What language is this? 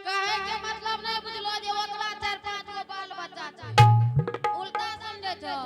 Angika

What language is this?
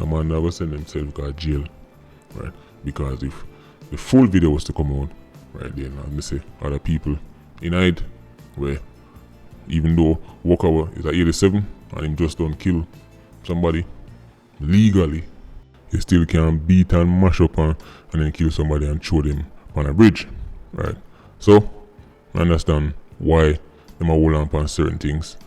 Jamaican Creole English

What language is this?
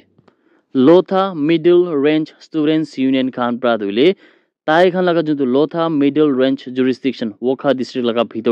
Naga Pidgin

